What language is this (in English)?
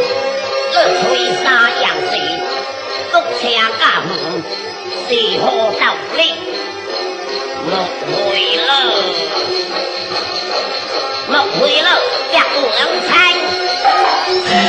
Min Nan Chinese